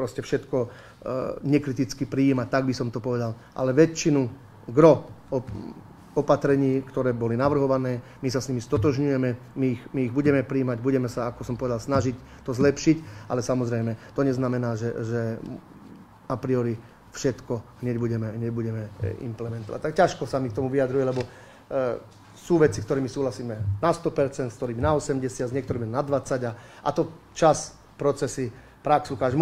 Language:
Slovak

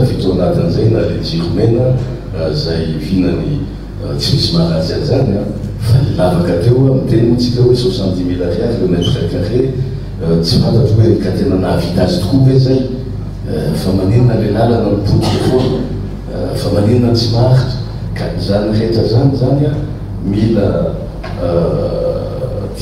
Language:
Malagasy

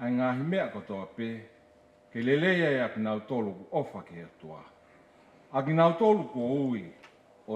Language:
Tongan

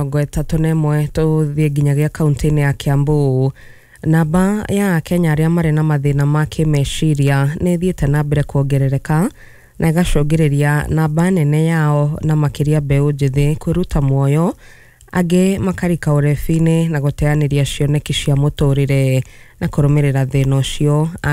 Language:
Kikuyu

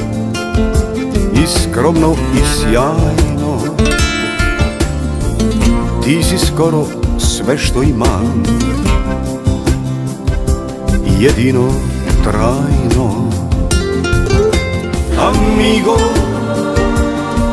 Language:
Serbian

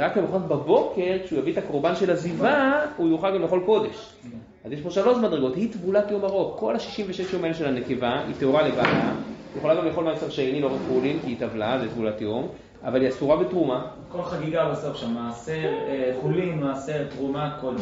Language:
Hebrew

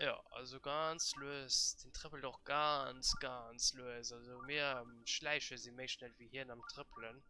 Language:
Luxembourgish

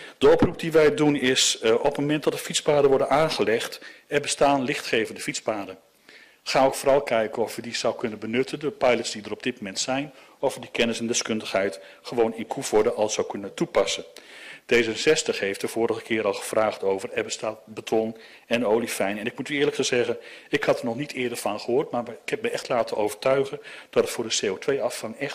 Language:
Dutch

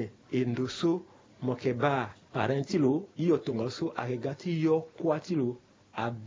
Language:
Sango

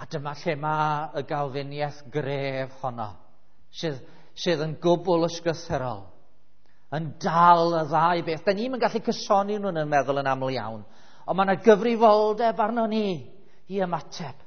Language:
Welsh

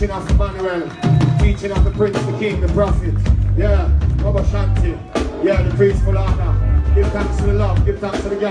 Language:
English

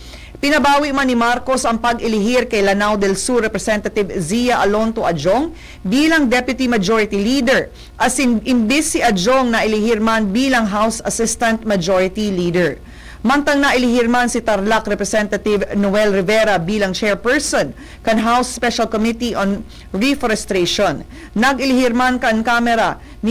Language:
Bikol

